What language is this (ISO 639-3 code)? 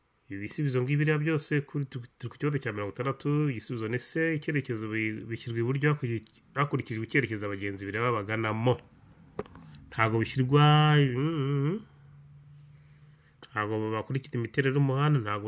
kin